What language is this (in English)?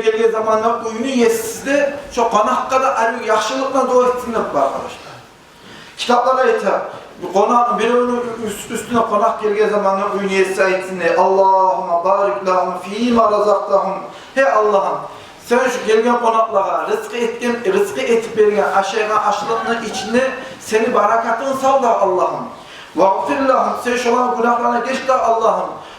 Kumyk